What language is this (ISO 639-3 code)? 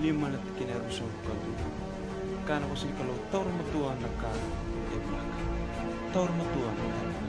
fij